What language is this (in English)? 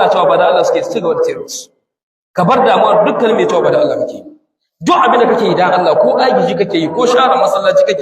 Hausa